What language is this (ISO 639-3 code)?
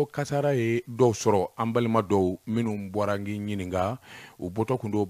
bam